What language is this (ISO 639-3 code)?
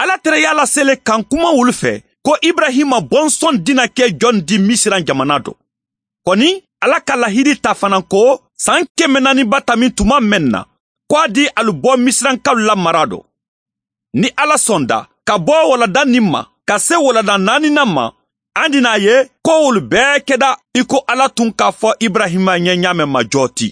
bam